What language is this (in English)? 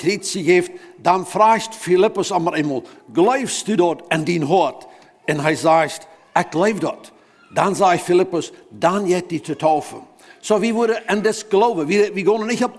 Plautdietsch